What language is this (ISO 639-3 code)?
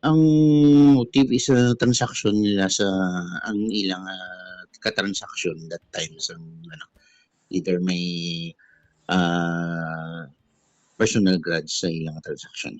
hil